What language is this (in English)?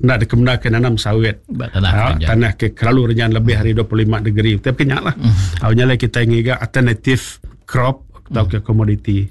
Iban